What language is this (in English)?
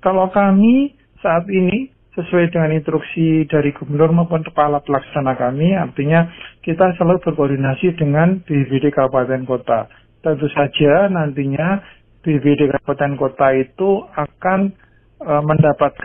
Indonesian